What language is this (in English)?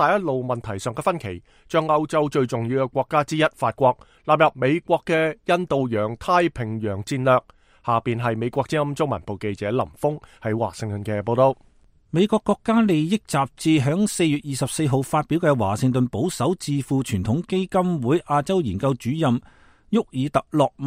Cantonese